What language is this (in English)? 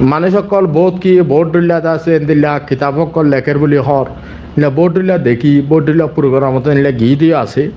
Rohingya